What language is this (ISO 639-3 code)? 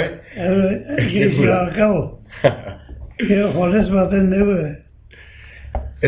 eus